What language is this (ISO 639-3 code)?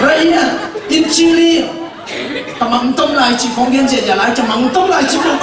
ctd